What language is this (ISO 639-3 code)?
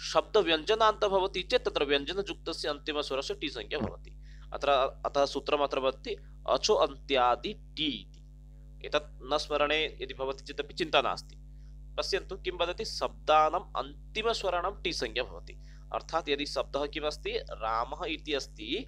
san